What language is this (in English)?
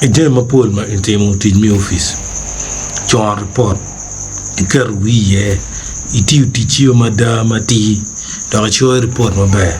Acoli